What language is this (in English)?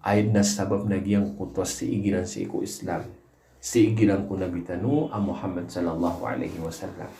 Maranao